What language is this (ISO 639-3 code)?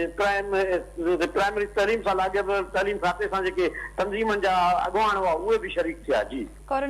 snd